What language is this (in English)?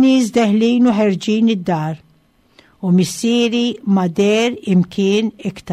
Maltese